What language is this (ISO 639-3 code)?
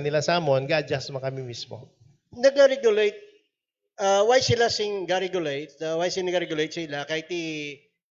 hil